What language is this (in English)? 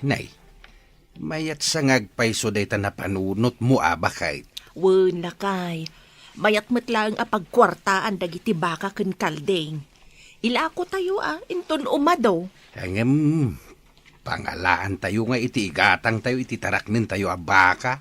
Iloko